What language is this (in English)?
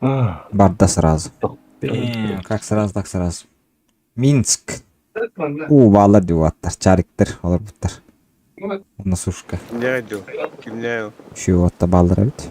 Yakut